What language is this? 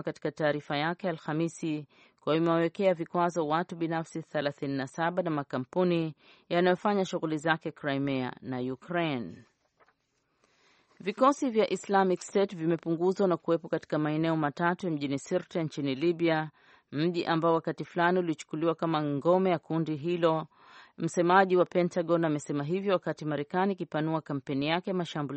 Swahili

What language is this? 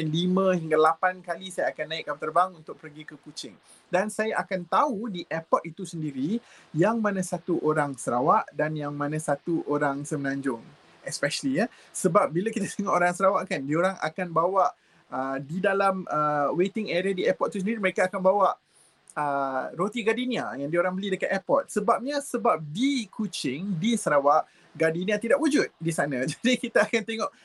Malay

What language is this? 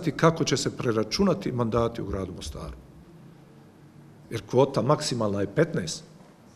Croatian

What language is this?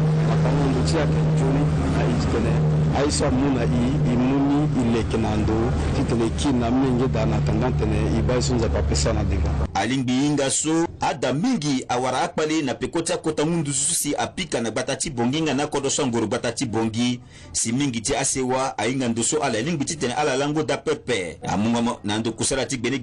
Sango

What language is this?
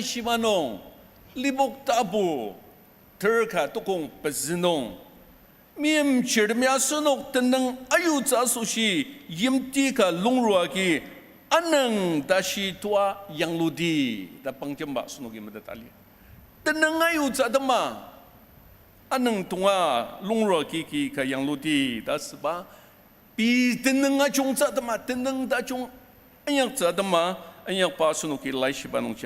Ao Naga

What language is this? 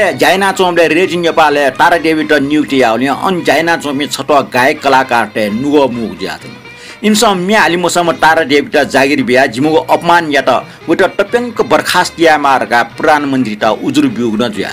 Newari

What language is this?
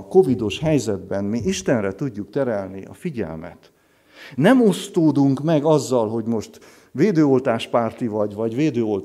Hungarian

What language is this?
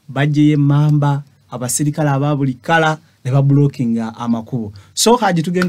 Ganda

